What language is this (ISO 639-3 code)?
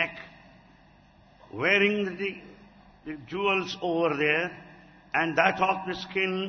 tel